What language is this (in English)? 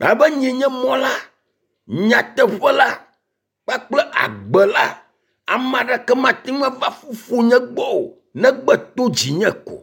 Ewe